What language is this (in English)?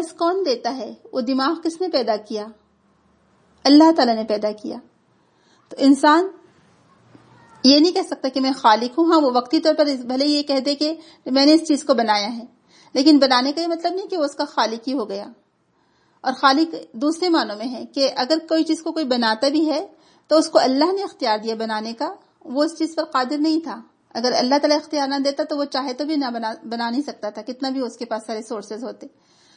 Urdu